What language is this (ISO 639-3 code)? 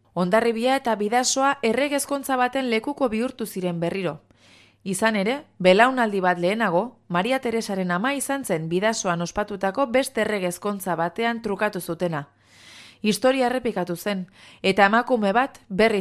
eus